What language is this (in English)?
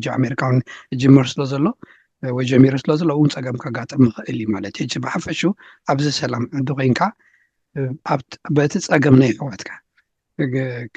Tigrinya